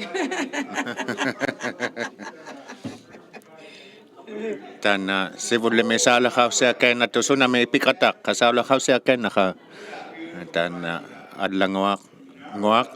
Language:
Inuktitut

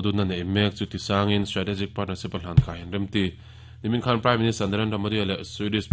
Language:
Mizo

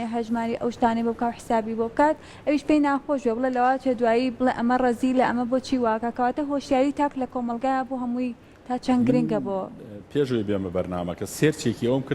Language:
Central Kurdish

